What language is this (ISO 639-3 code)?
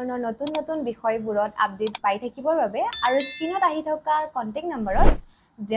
asm